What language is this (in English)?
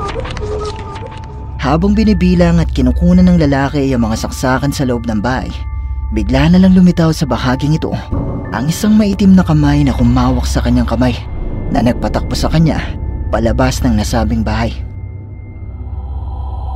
Filipino